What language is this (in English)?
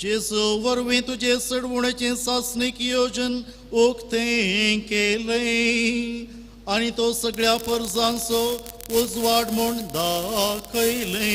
Konkani